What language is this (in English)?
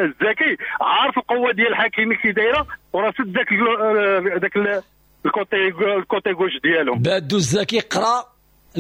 Moroccan Arabic